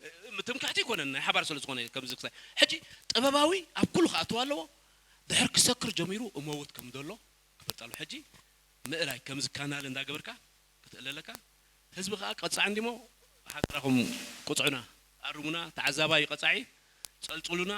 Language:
Tigrinya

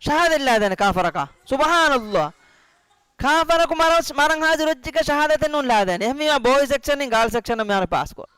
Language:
Divehi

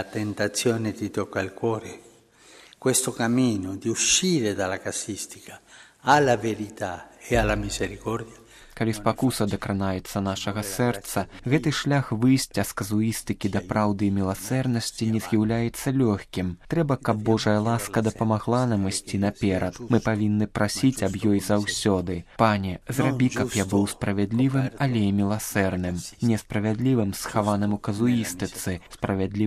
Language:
Belarusian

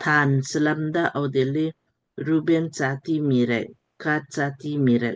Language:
Lamkang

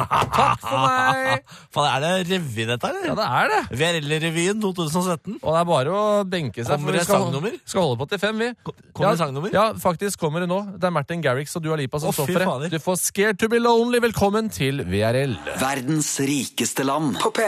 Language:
Norwegian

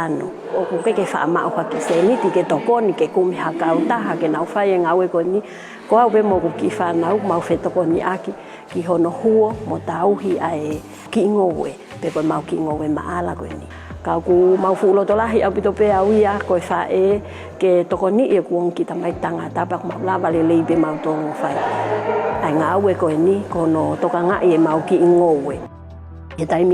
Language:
Tongan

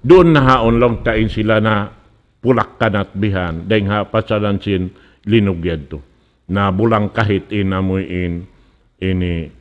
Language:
Tausug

